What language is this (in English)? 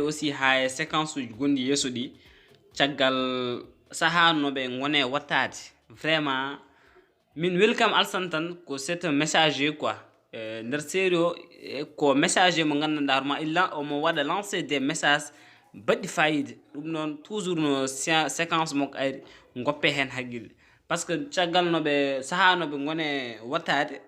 Fula